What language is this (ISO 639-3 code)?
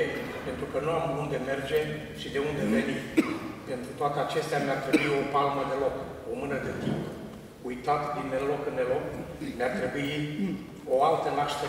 ron